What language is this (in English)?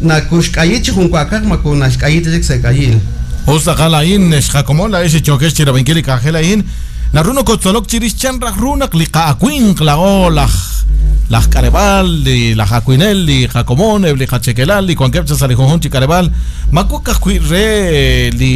Kekchí